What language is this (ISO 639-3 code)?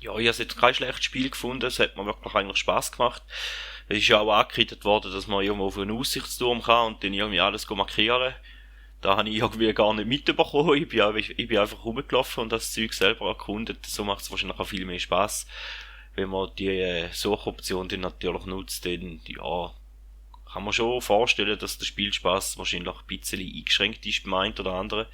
gsw